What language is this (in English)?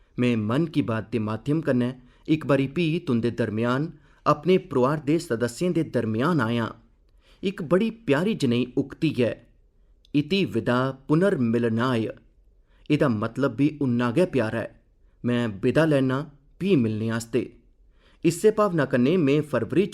Dogri